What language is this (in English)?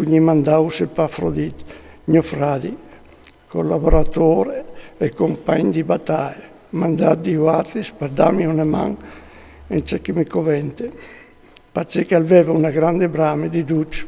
Friulian